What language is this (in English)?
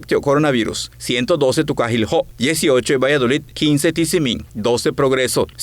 Yucateco